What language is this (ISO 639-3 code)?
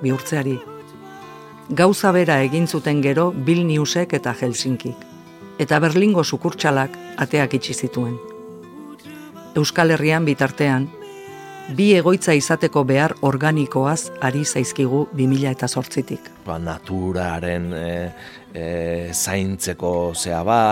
eus